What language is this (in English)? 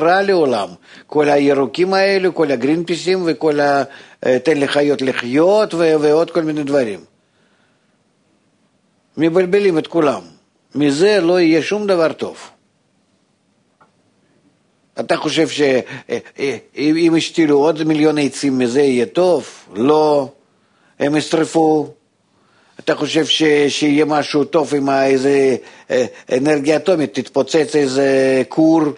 Hebrew